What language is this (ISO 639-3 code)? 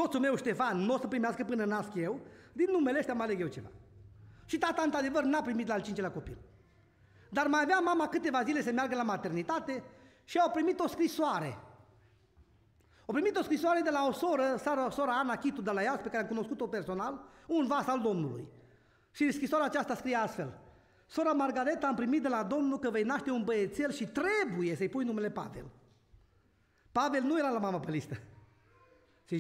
ron